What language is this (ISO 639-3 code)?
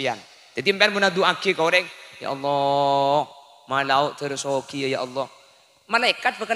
mad